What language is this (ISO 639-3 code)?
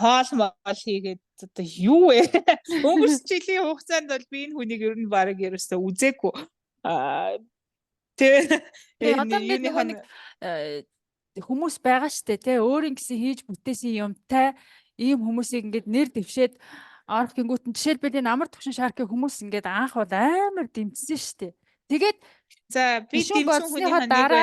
mon